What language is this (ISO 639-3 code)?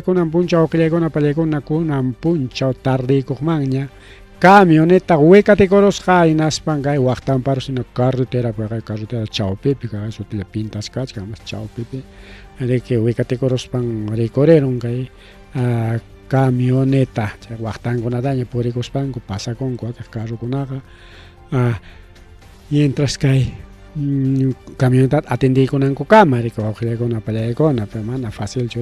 quy